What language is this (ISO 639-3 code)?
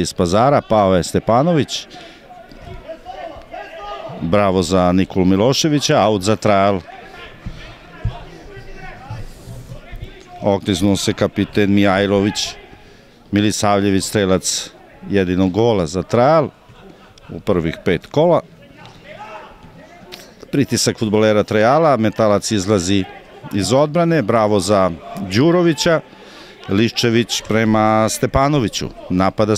srp